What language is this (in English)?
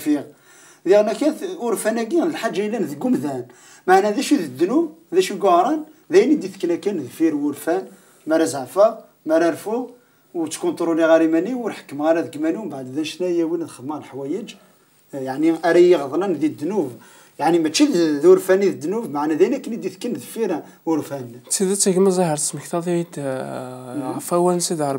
Kabyle